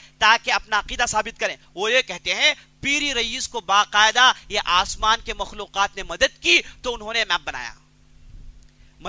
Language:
Urdu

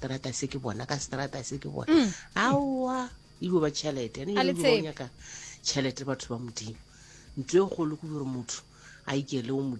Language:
Northern Sotho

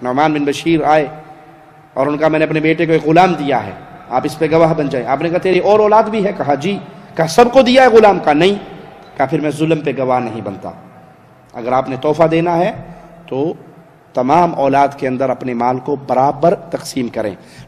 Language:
Urdu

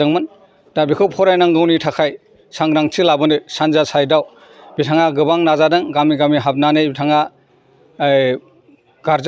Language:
Bodo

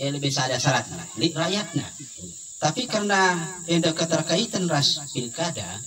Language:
Batak Karo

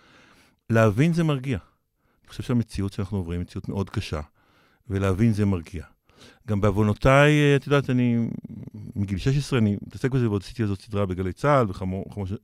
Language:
Hebrew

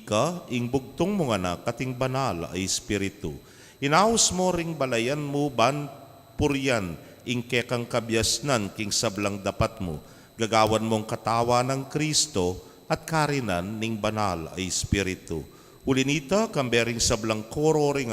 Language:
Pampanga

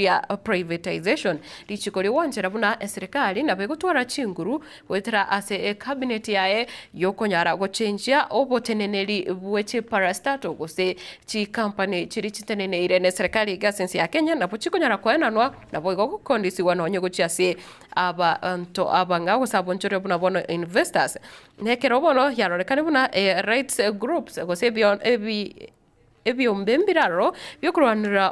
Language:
Gusii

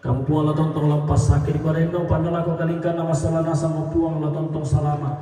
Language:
Toraja-Sa'dan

